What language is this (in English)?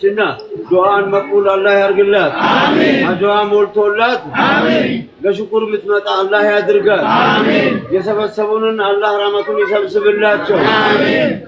Amharic